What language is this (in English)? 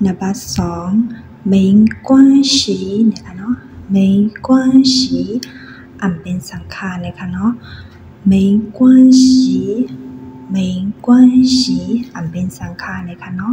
Shan